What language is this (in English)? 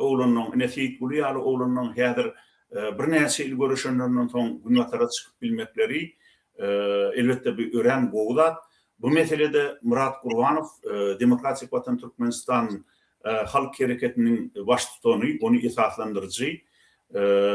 Turkmen